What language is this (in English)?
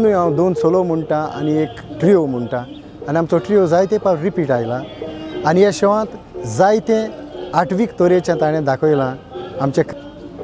Konkani